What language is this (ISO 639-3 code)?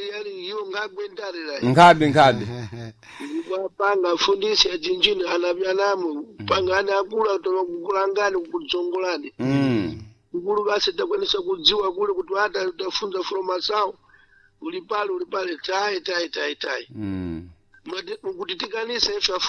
seh